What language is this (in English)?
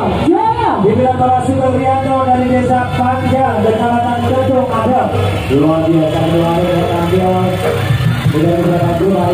Indonesian